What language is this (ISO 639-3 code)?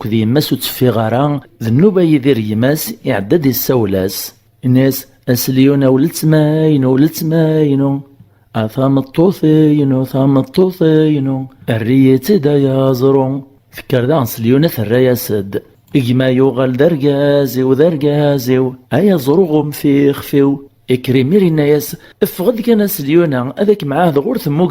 kab